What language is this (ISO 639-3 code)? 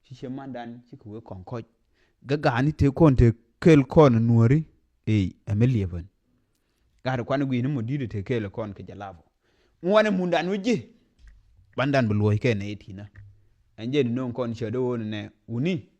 nus